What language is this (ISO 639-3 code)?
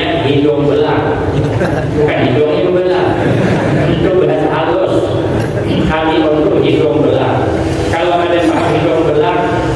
bjn